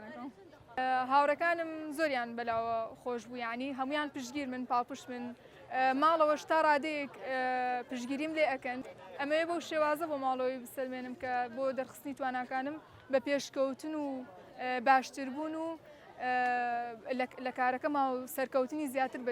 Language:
Central Kurdish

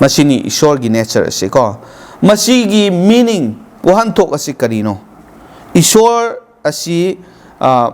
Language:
Manipuri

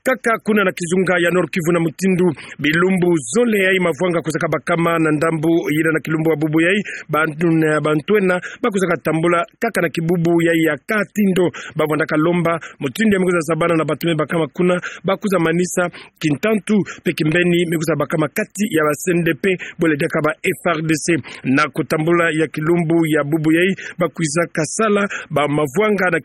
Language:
Kituba (Democratic Republic of Congo)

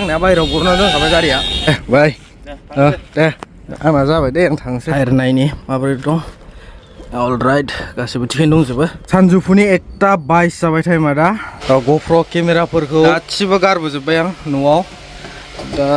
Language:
Bodo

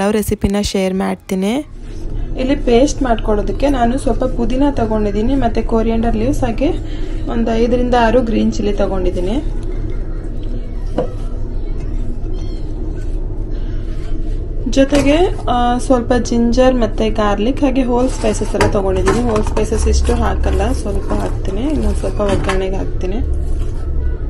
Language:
Kannada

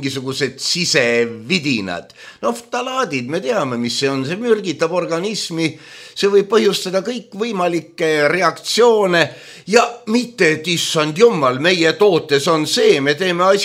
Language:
Estonian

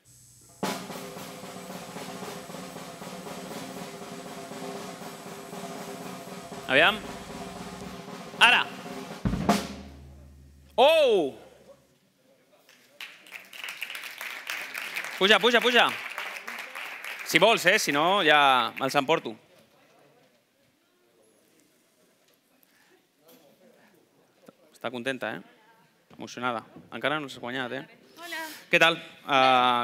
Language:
Catalan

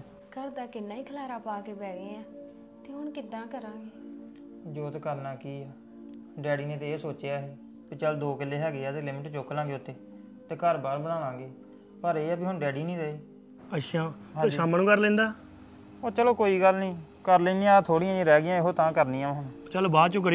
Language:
Punjabi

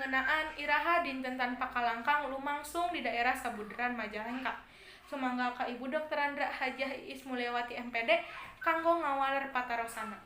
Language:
Sundanese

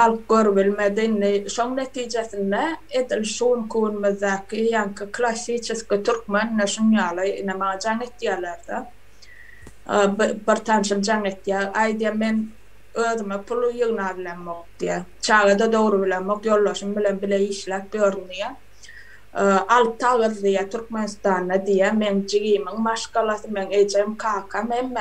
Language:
Turkmen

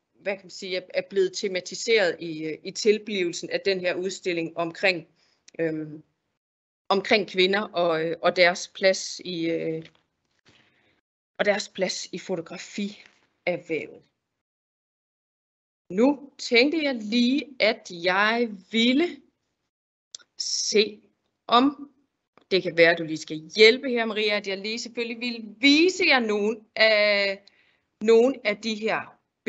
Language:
Danish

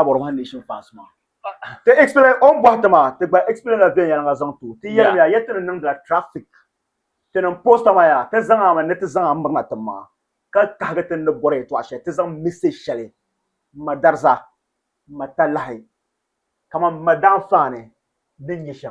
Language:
Dagbani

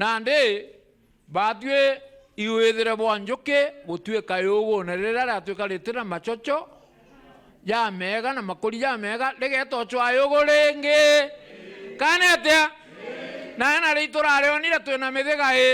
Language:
Meru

